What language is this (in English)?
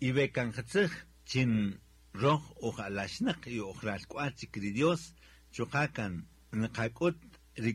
Kaqchikel